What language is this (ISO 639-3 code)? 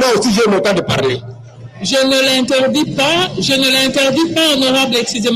fra